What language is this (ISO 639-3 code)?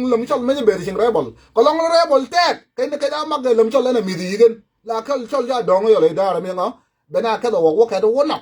nus